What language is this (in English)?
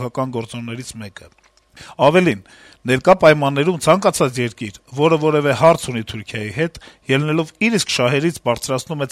Armenian